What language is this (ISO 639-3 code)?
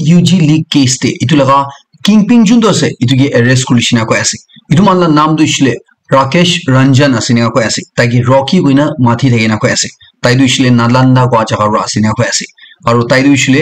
nag